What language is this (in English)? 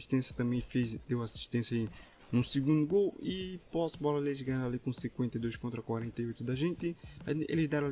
Portuguese